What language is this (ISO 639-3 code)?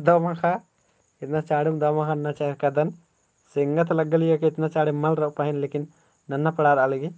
kru